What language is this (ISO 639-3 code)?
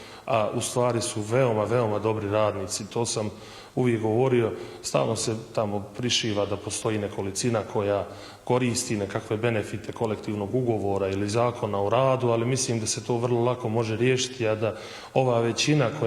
bos